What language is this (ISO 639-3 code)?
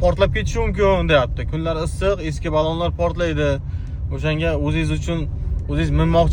uzb